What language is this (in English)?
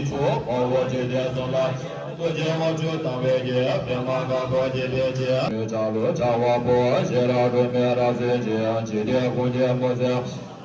Tibetan